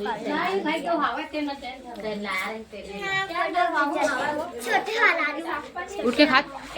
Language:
Chhattisgarhi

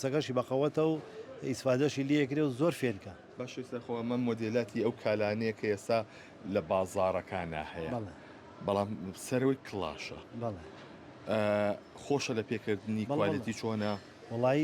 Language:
Central Kurdish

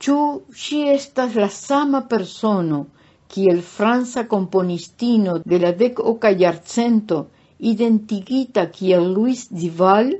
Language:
Esperanto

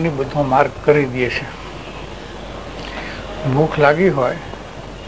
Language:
Gujarati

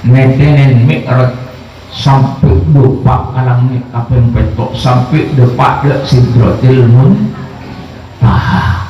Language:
Madurese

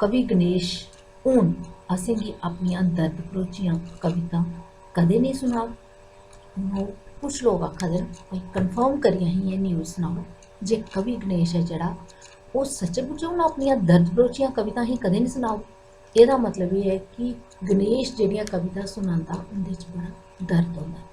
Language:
Dogri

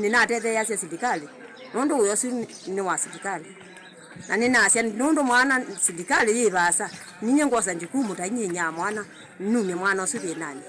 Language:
Kamba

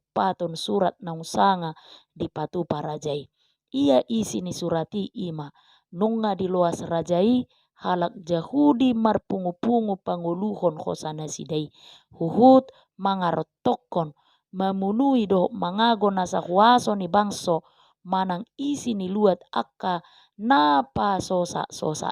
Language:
Batak Toba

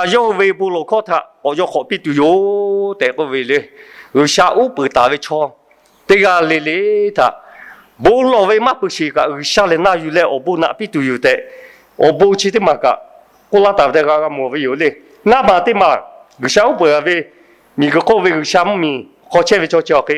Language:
Lahu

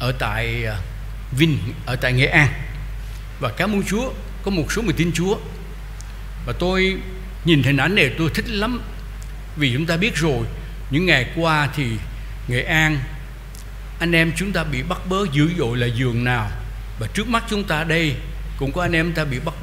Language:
Vietnamese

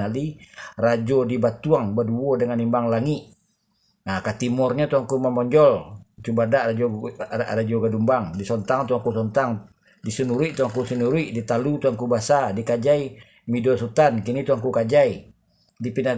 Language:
Minangkabau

